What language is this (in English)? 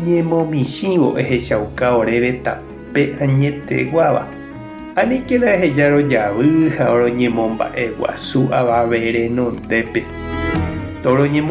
Guarani